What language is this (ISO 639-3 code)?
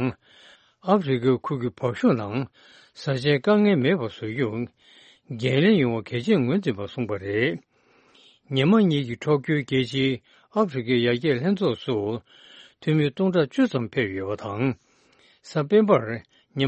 bod